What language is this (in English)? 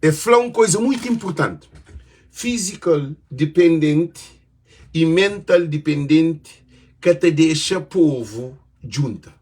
Kabuverdianu